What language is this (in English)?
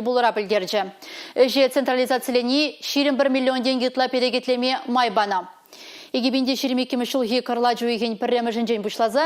Chuvash